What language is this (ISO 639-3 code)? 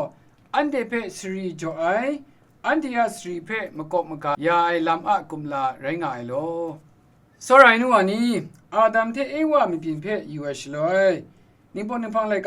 kac